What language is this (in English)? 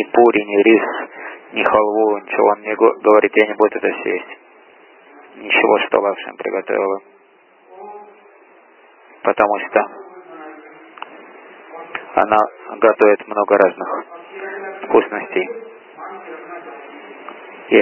Russian